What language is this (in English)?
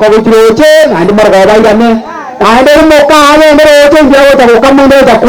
Gusii